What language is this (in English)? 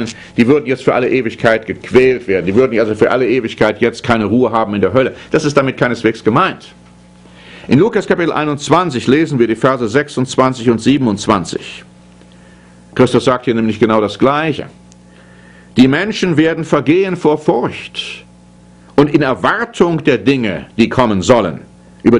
German